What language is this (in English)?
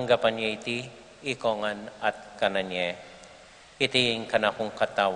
Pampanga